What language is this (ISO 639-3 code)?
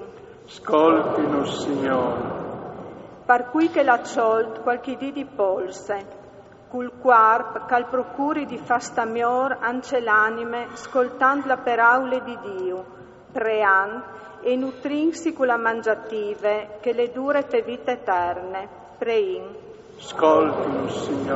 fur